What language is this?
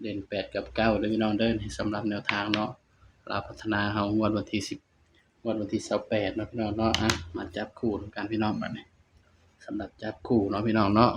Northeastern Thai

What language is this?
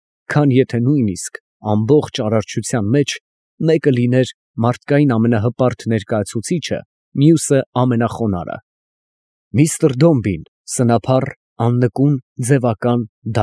Armenian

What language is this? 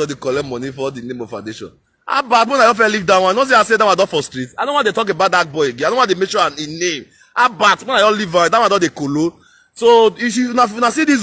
Nigerian Pidgin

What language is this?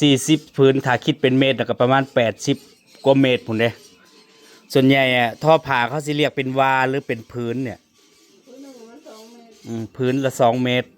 Northeastern Thai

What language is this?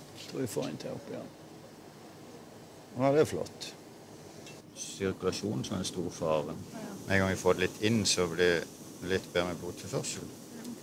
Norwegian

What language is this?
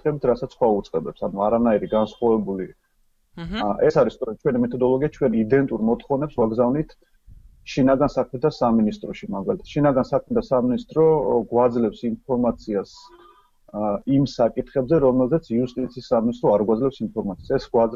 Georgian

